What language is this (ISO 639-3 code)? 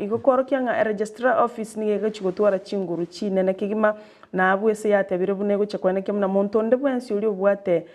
guz